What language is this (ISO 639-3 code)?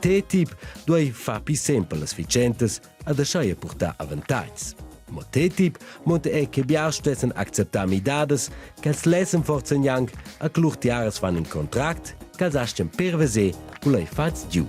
roh